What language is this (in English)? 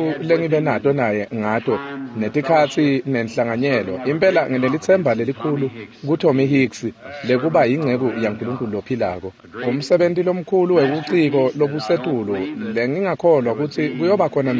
Swati